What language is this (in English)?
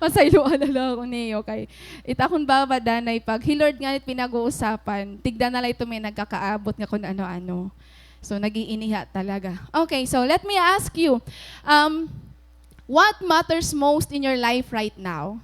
Waray